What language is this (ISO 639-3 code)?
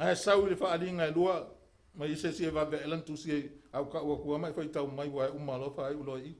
smo